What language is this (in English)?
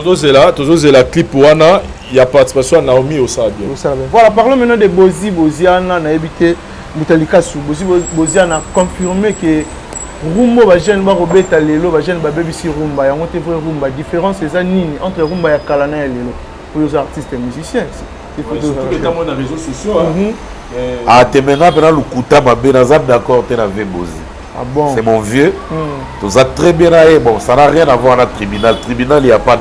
Lingala